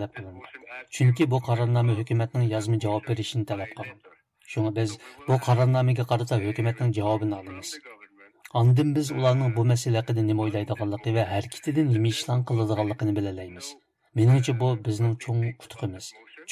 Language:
Uyghur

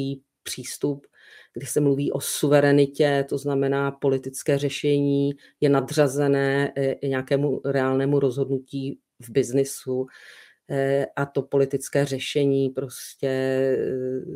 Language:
Czech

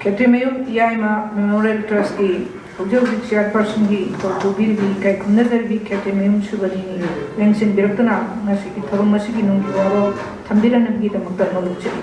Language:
Manipuri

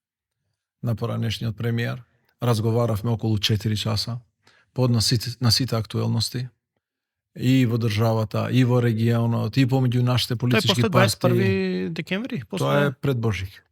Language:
Macedonian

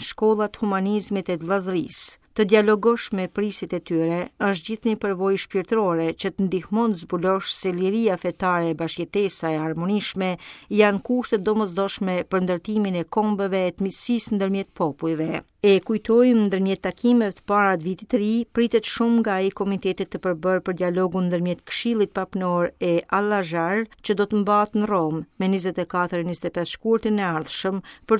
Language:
Albanian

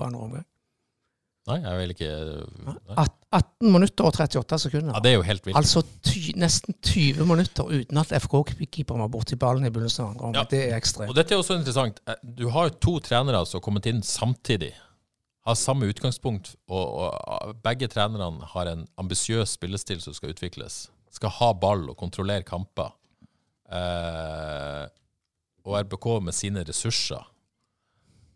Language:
Norwegian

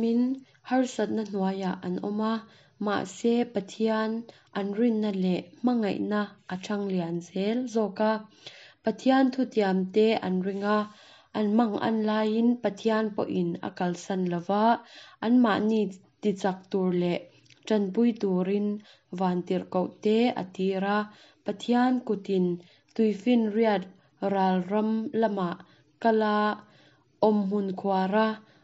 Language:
Mizo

